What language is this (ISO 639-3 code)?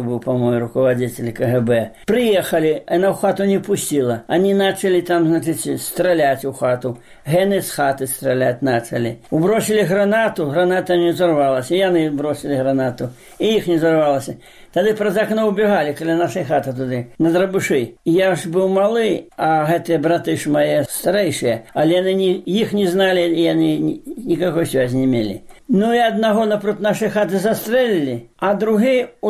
bel